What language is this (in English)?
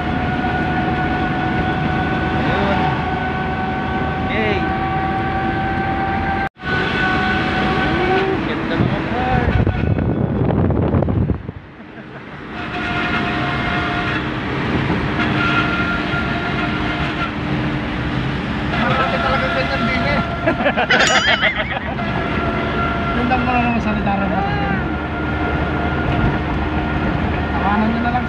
Filipino